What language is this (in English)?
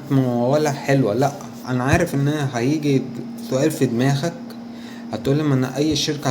Egyptian Arabic